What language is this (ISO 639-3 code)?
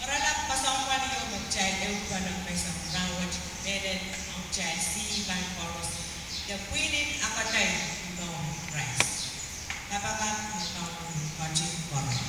pon